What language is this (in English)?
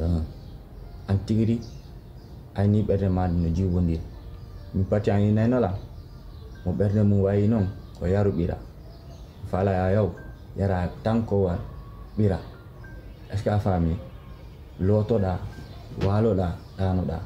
Pular